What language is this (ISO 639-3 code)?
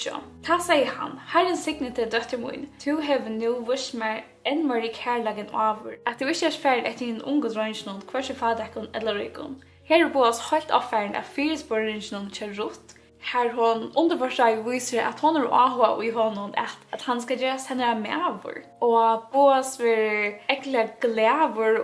fao